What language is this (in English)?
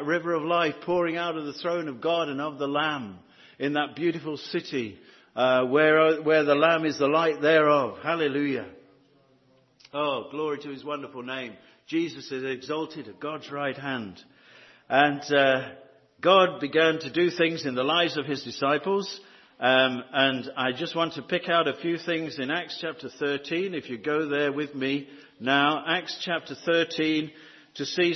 English